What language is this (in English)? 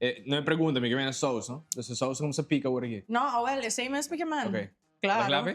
Papiamento